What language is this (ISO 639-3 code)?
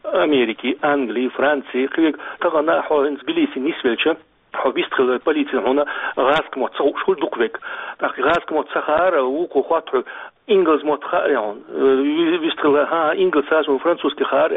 che